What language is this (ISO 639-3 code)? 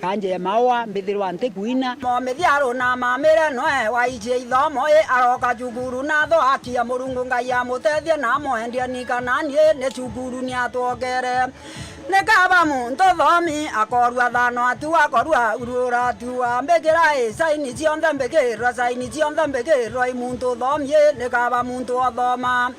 mer